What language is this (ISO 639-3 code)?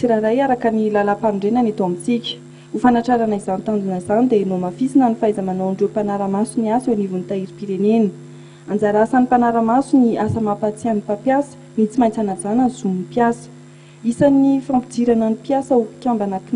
mlg